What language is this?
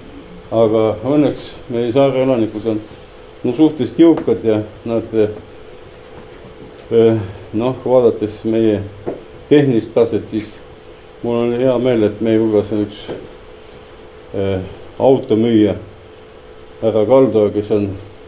Estonian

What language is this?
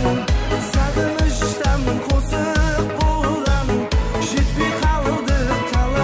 Kara-Kalpak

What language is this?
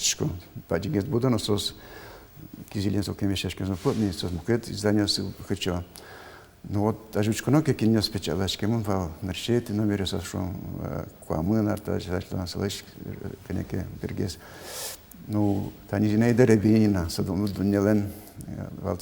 Udmurt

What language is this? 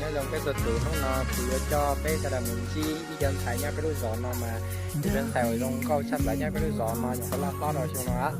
Hmong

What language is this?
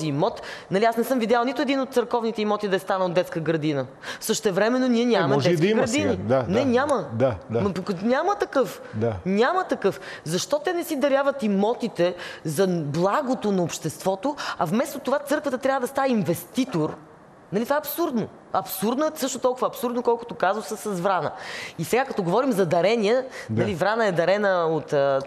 Bulgarian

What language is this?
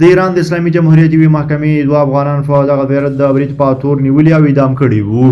Pashto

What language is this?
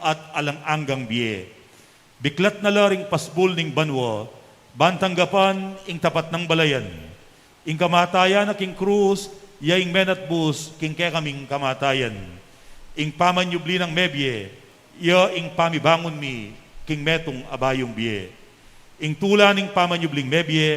Pampanga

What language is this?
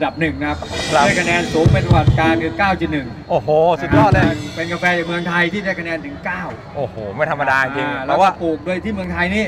Thai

